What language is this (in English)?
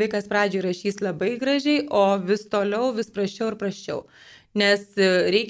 Lithuanian